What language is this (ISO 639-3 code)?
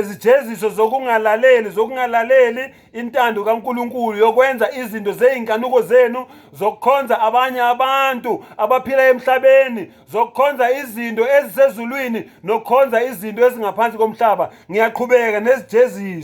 zul